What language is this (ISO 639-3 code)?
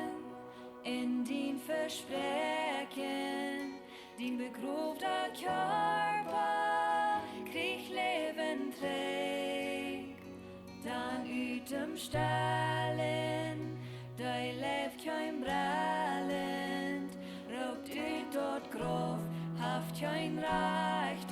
pdt